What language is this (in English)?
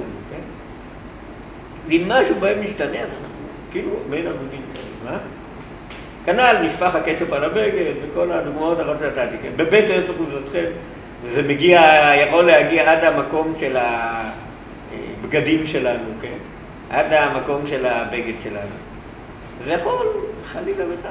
Hebrew